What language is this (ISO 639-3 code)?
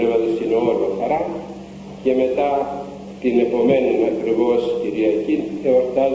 ell